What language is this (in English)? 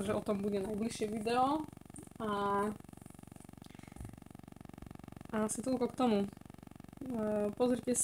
Slovak